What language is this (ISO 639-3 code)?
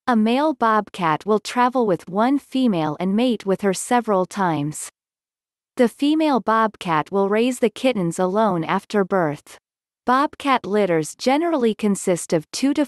eng